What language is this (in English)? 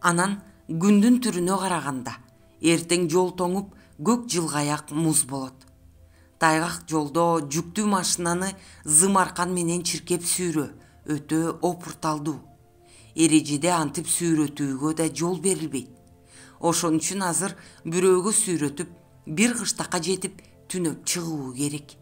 Kyrgyz